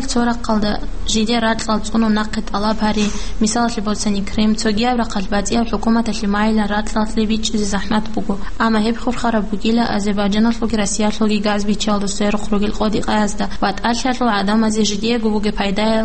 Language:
Avaric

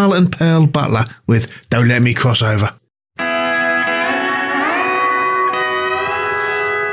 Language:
English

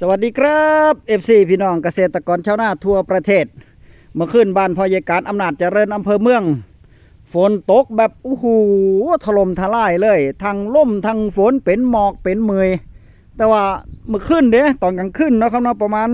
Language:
Northeastern Thai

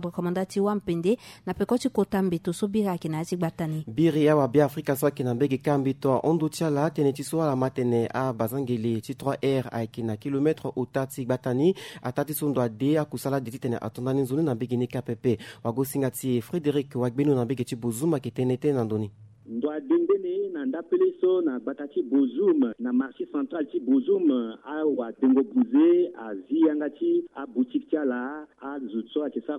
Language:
Sango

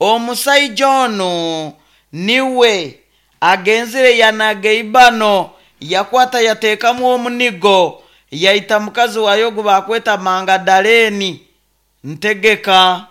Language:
Nyankole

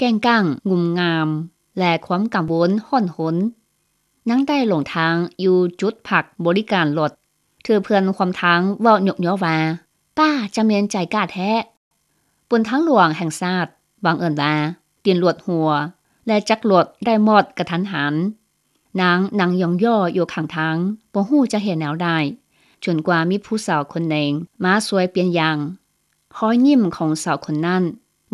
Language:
Lao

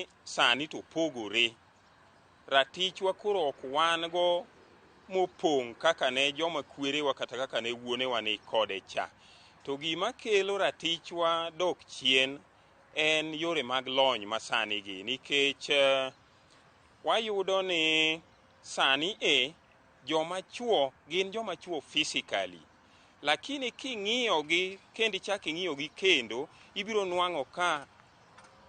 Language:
Luo (Kenya and Tanzania)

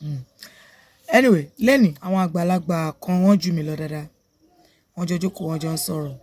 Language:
Yoruba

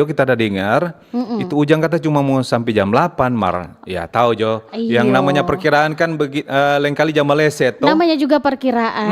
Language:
Manado Malay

